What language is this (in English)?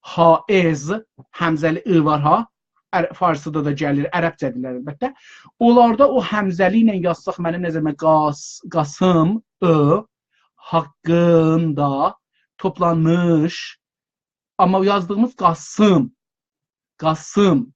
South Azerbaijani